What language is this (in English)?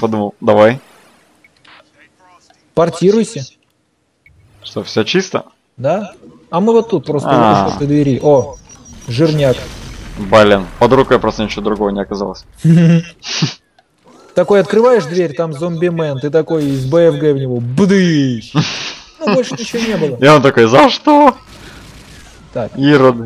Russian